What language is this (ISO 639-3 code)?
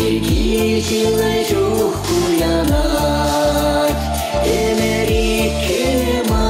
chv